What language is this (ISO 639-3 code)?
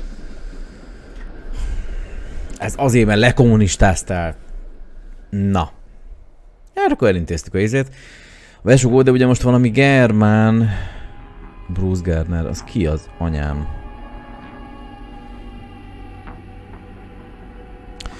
hun